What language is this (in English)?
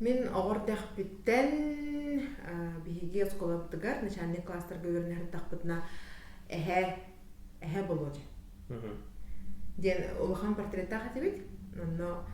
Yakut